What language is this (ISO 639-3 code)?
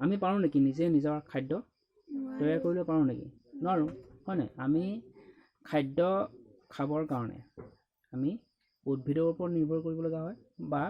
asm